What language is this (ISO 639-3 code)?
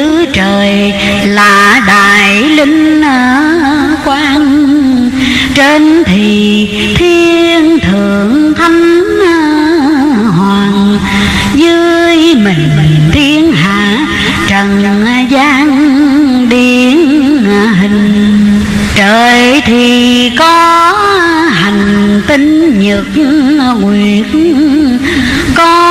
vie